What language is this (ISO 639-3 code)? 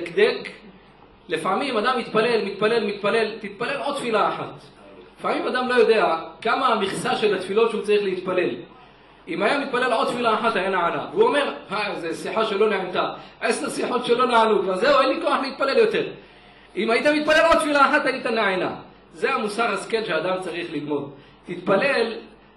heb